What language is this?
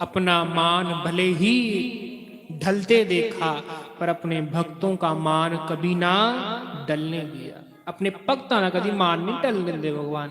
Dogri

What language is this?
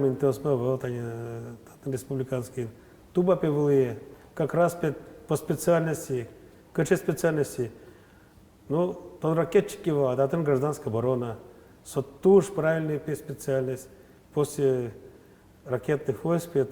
Udmurt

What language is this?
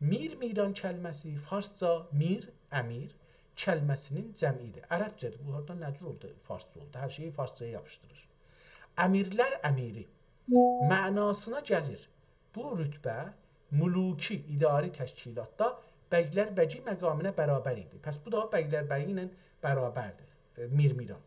South Azerbaijani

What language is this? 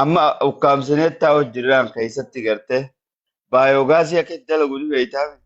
Oromo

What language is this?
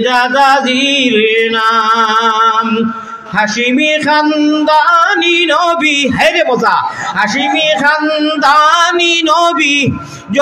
Sylheti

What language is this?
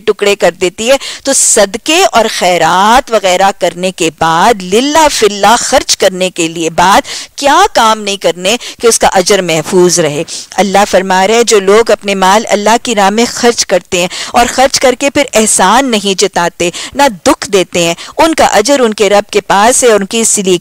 Urdu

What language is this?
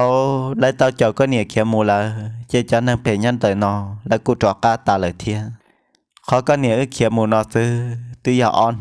Hmong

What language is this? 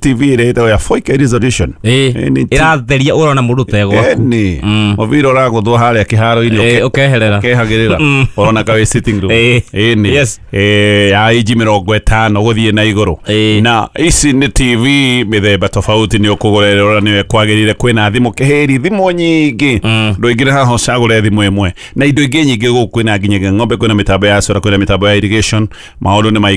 Kikuyu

